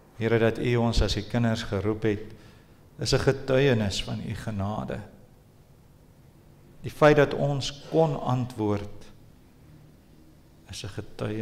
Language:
Afrikaans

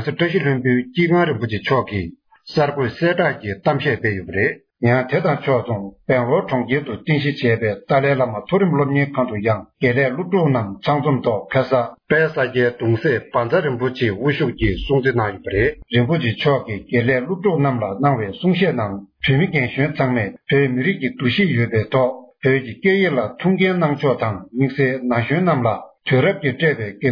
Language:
Tibetan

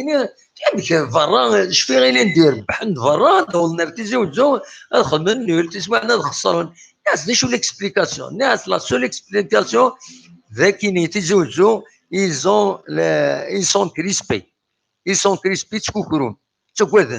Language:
Kabyle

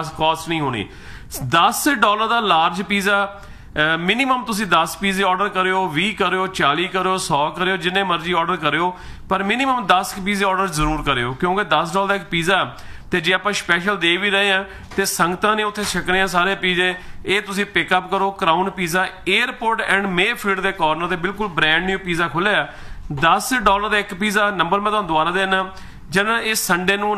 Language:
Punjabi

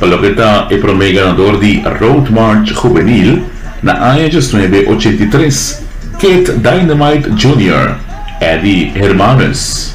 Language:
Papiamento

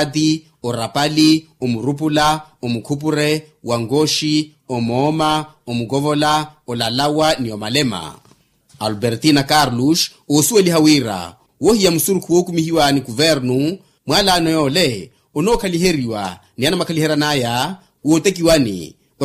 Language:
Makhuwa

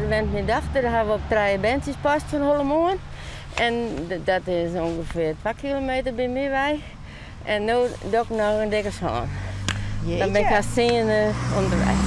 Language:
Western Frisian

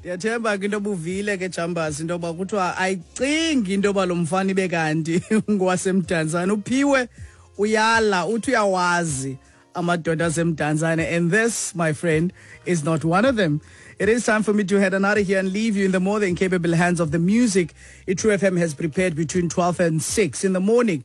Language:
Xhosa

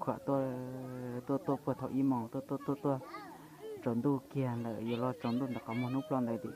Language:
Hmong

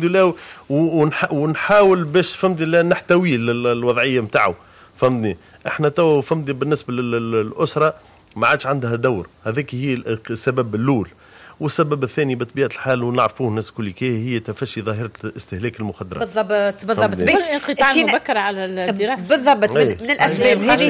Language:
Tunisian Arabic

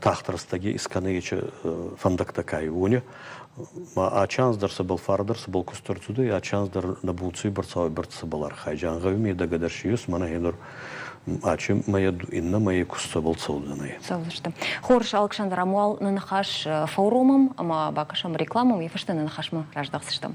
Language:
Ossetic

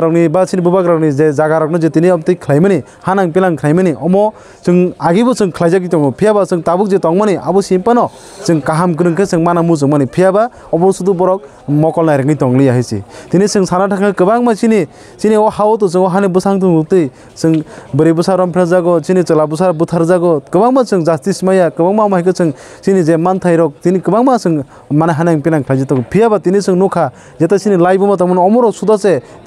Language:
Kok Borok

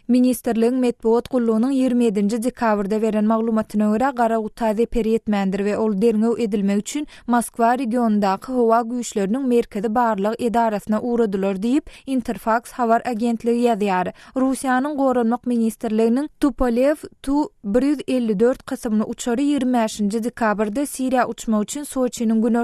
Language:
Turkmen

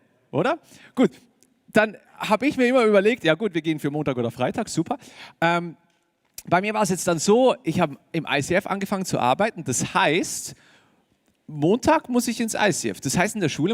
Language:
Swiss German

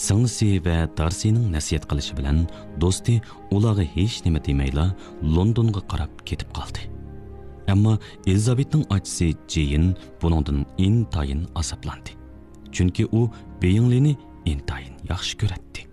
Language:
Uyghur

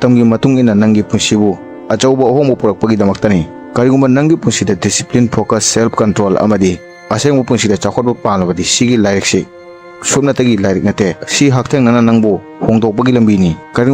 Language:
Manipuri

